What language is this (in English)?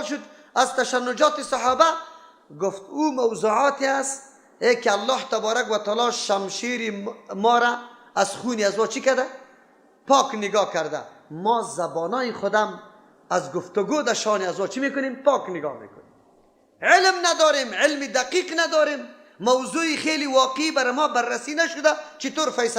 Persian